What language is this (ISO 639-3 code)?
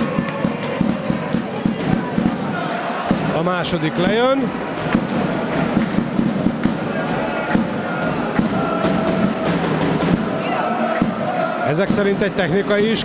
hun